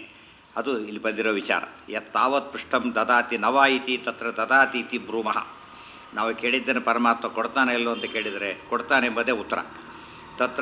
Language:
Kannada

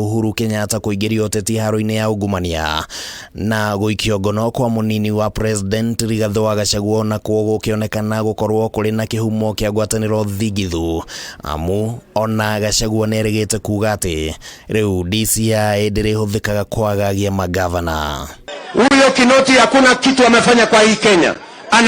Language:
Kikuyu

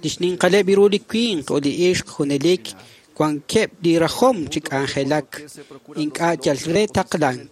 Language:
Kekchí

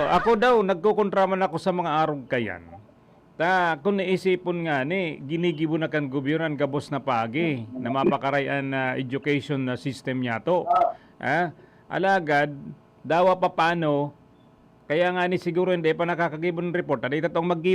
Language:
Bikol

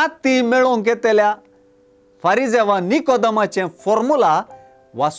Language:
Konkani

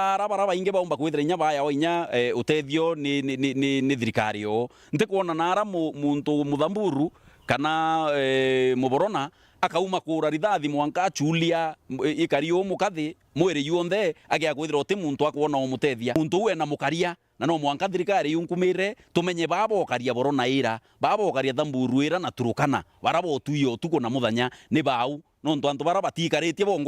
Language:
Meru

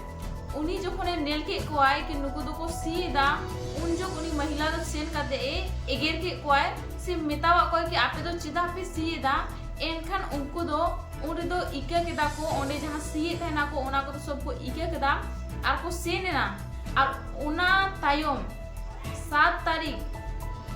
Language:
Santali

